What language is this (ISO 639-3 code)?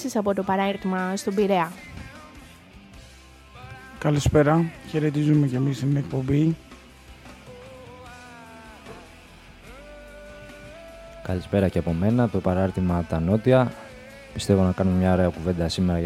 ell